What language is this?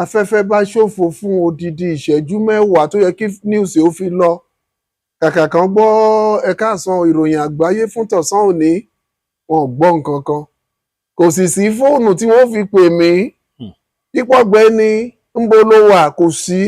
Yoruba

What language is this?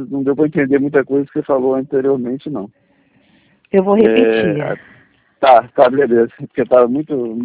Portuguese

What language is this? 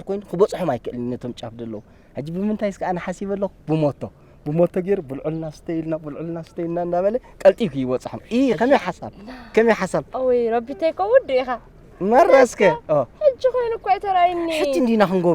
Tigrinya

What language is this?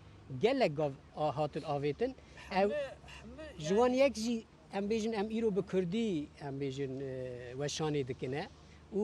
Kurdish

